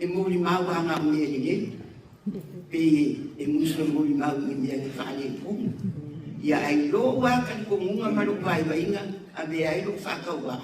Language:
Samoan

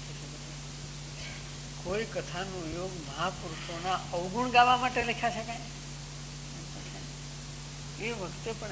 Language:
Gujarati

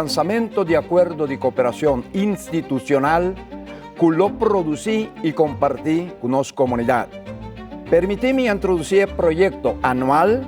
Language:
Papiamento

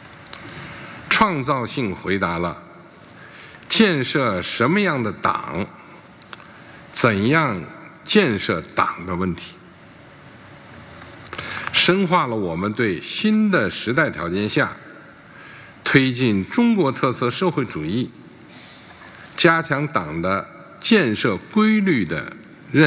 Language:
Chinese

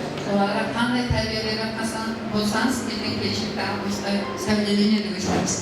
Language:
Kara-Kalpak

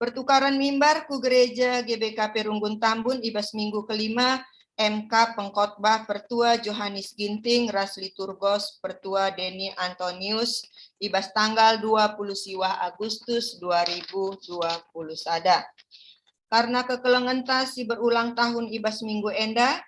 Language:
Batak Karo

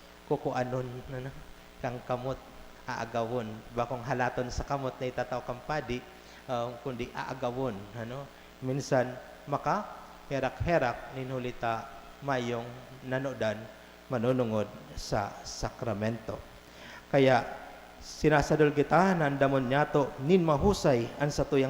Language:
Bikol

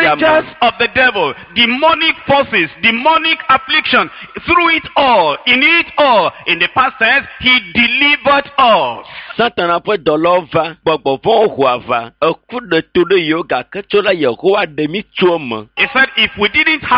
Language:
Ewe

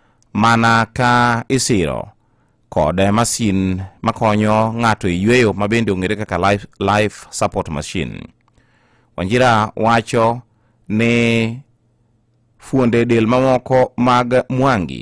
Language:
Luo (Kenya and Tanzania)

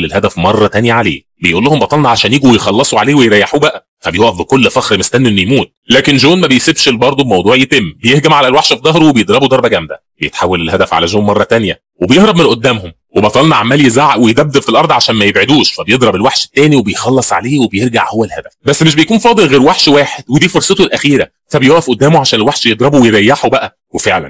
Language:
Egyptian Arabic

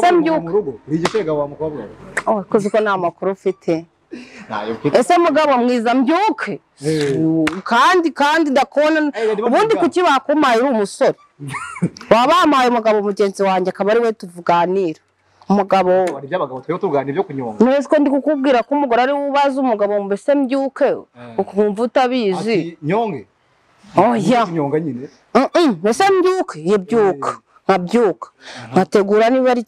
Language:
Kinyarwanda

